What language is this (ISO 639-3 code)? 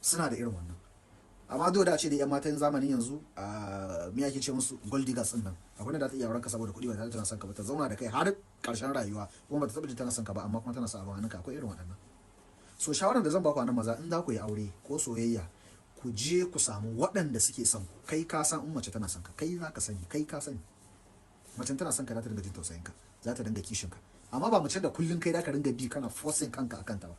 hau